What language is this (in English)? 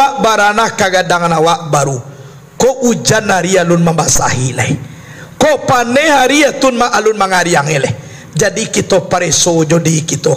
Minangkabau